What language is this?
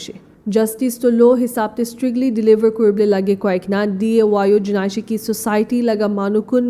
Naga Pidgin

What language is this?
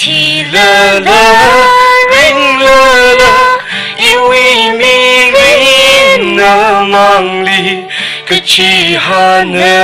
Tangkhul Naga (India)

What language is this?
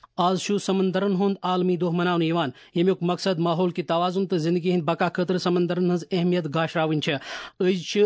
Kashmiri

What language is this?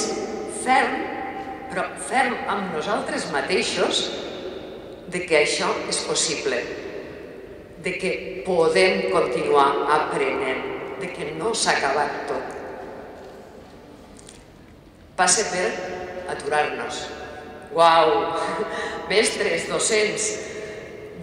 Catalan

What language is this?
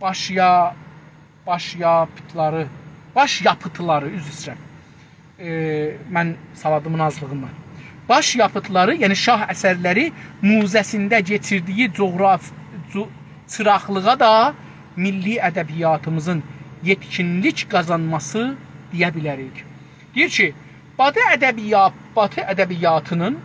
South Azerbaijani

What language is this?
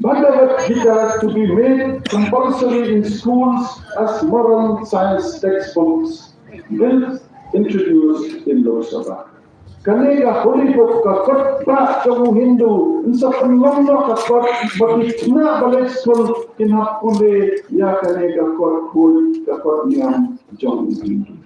Khasi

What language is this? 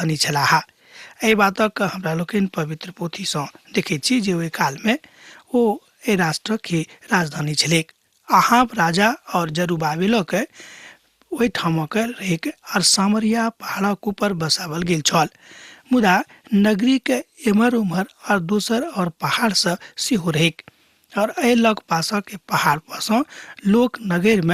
Maithili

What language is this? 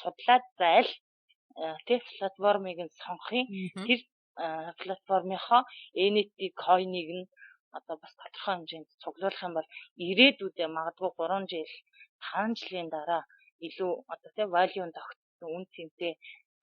Mongolian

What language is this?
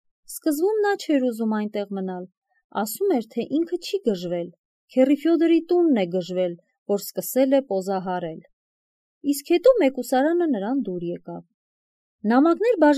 Armenian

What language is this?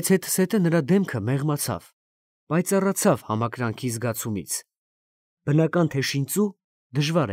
Armenian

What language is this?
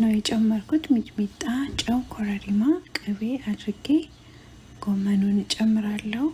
Amharic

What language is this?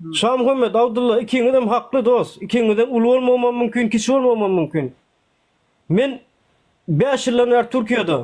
Turkmen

